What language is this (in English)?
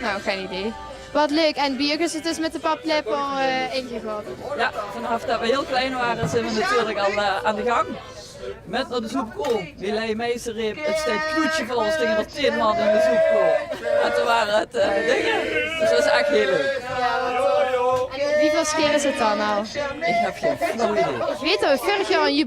Limburgish